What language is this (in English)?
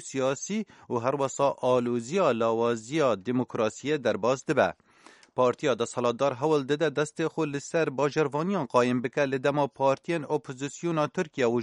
Kurdish